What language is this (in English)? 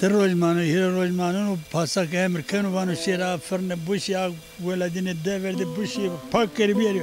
Zaza